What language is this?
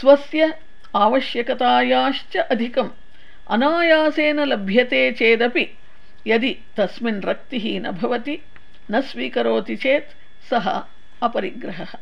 Sanskrit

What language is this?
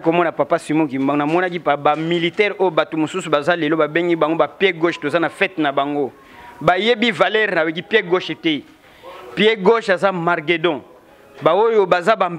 Lingala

